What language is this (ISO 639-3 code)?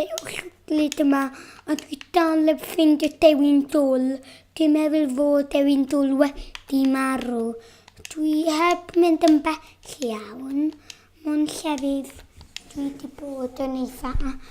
cym